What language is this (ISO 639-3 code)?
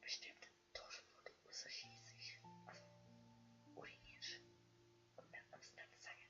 gsw